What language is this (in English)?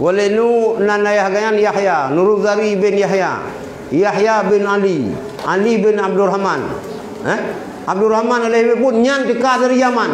Achinese